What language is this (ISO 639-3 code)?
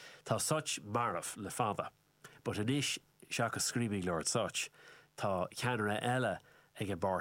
gle